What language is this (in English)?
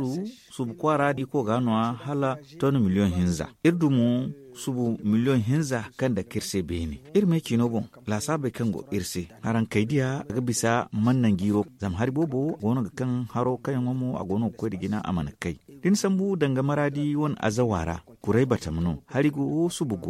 Zarma